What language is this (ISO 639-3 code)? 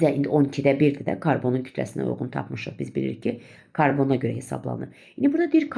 aze